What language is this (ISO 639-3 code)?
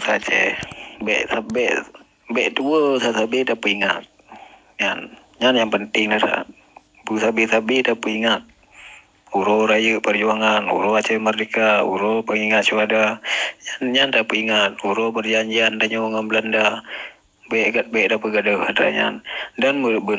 ace